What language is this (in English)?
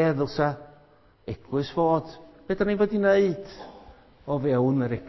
Welsh